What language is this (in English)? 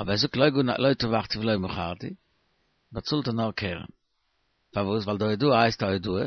Yiddish